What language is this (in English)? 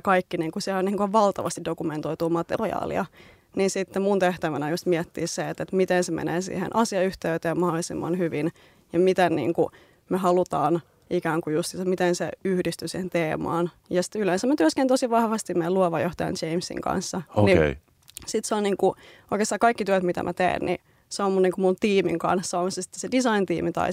Finnish